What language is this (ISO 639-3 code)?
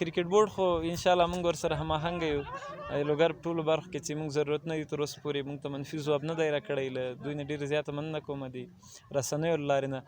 pus